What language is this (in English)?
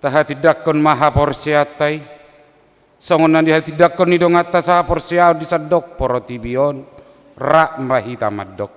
Batak Toba